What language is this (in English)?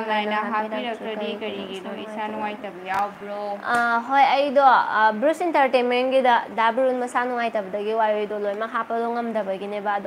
Manipuri